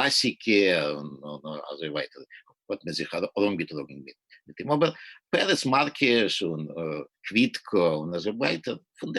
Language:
Yiddish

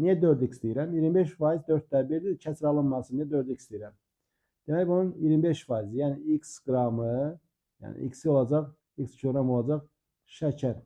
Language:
Azerbaijani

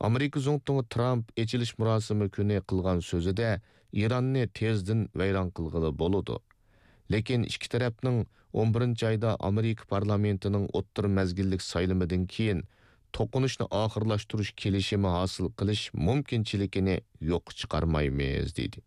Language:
Uyghur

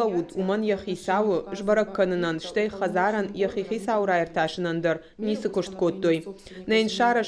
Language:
Ossetic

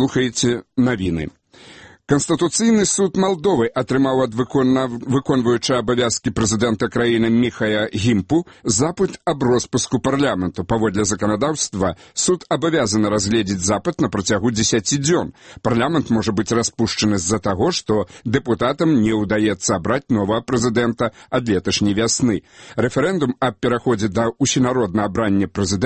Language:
Belarusian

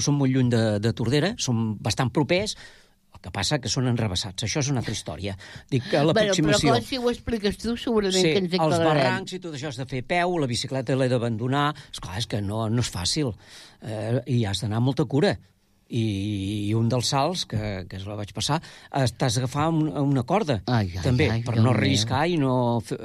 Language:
Catalan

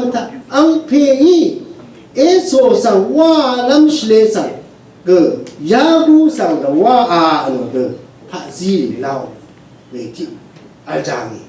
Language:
Rawang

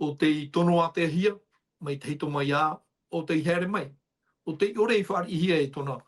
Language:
Tahitian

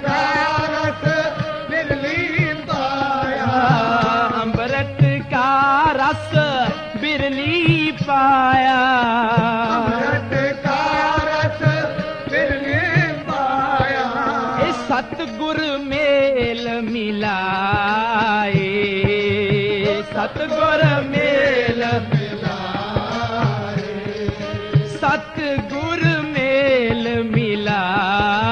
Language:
Punjabi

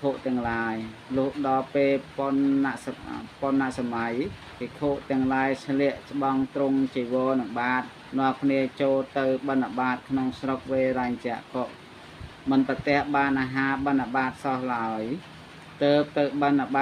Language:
Khmer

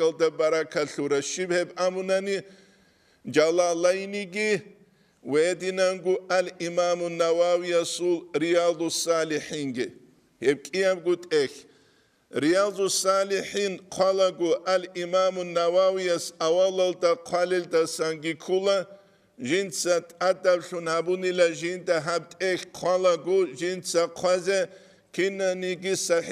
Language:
Avaric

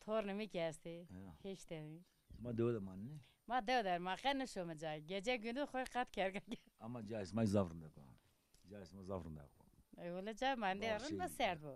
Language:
Zaza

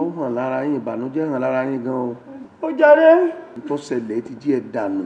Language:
Yoruba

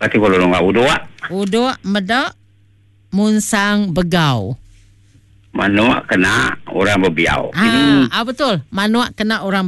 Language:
Iban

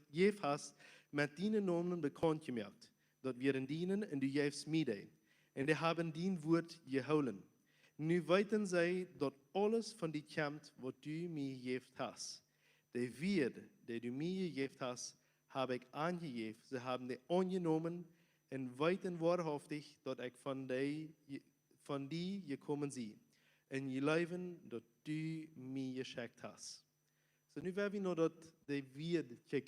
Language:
Plautdietsch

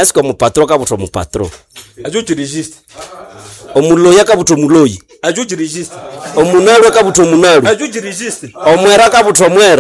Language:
Nande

